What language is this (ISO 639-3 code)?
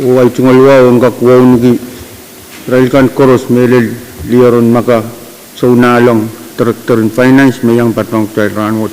pon